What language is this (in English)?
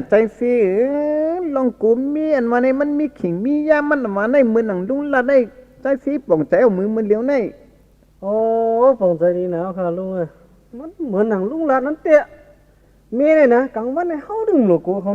Shan